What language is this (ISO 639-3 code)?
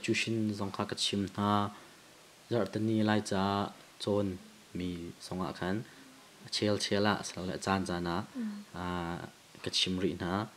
cnh